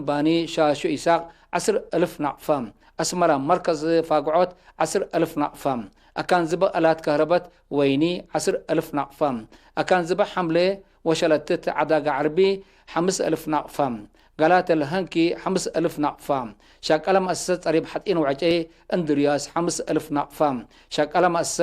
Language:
Tigre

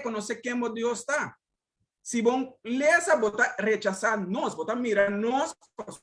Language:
Papiamento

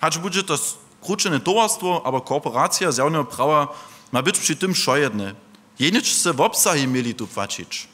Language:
Upper Sorbian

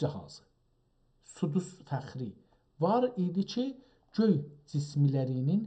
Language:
South Azerbaijani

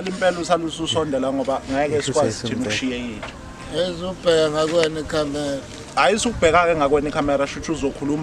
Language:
Zulu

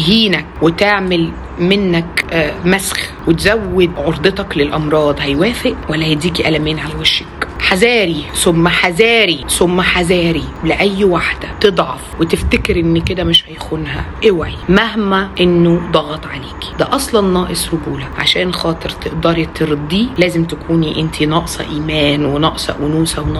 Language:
Egyptian Arabic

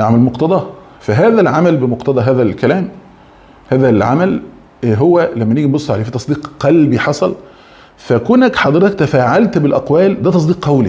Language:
Egyptian Arabic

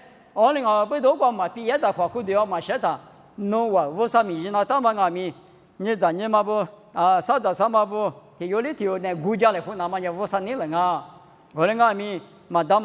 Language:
Lisu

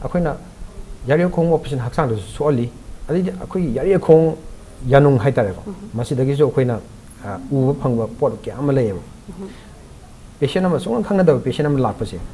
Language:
Manipuri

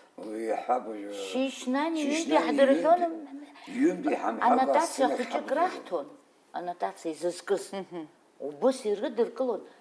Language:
Abkhazian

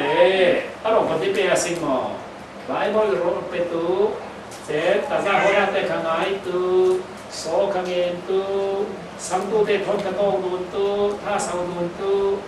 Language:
Falam Chin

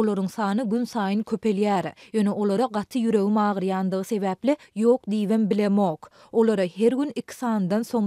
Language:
Turkmen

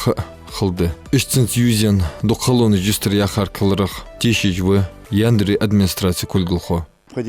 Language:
Ingush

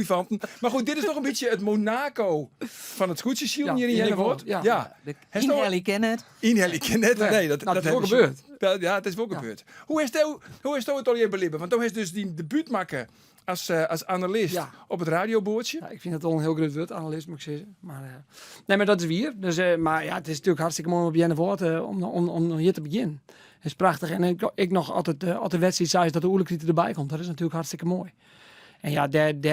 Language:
Western Frisian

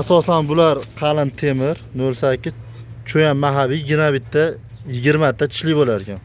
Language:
Uzbek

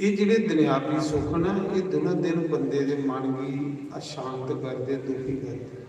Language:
Dogri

